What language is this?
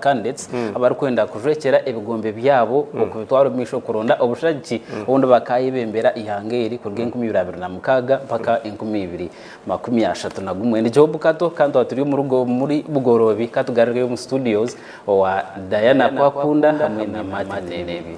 Nyankole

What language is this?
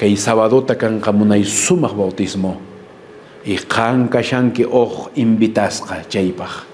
Quechua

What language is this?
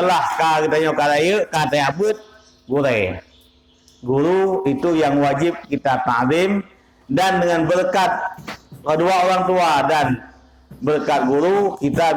Achinese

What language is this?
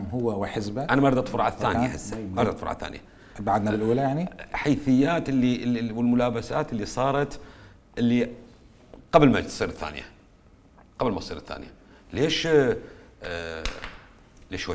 Mesopotamian Arabic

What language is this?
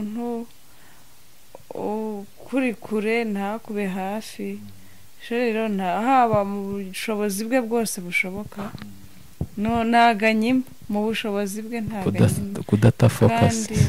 Kinyarwanda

